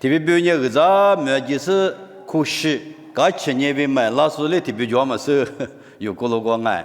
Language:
Lisu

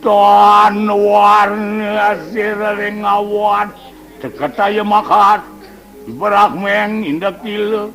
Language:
Balinese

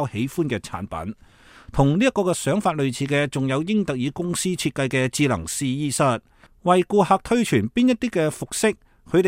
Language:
Cantonese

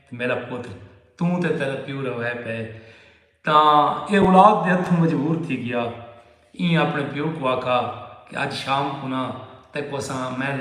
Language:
Saraiki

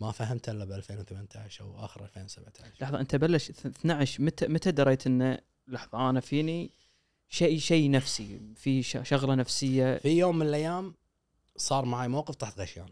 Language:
Gulf Arabic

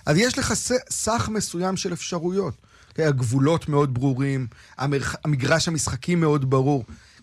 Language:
Hebrew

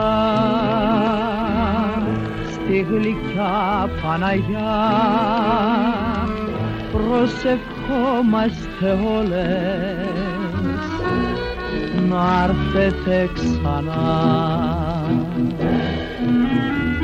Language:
Greek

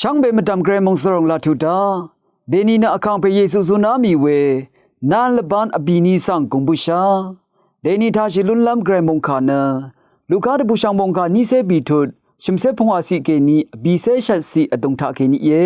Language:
Rawang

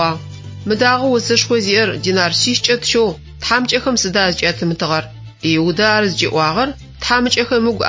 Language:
Adyghe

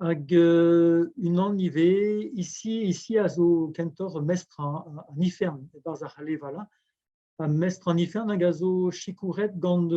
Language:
Breton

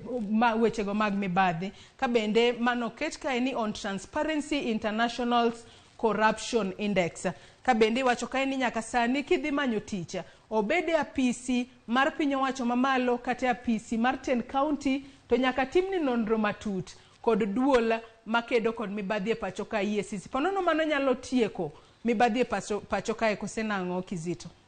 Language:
Luo (Kenya and Tanzania)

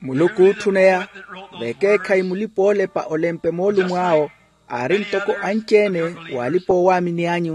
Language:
Makhuwa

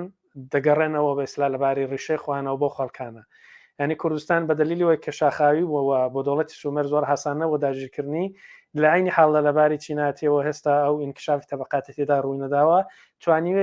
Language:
Central Kurdish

